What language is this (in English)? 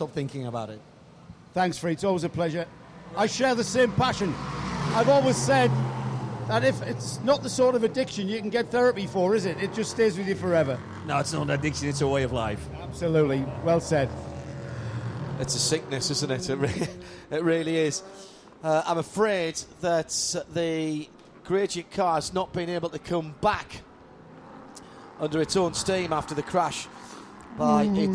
English